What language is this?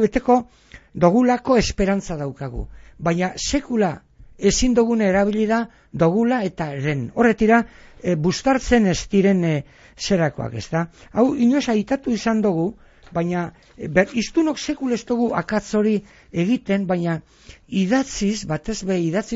Basque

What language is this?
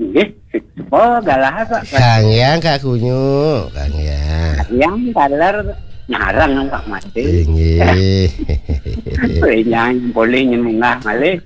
Balinese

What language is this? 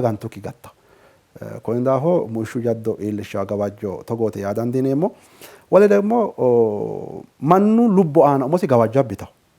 Sidamo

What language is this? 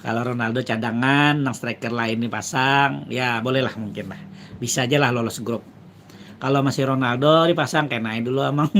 Banjar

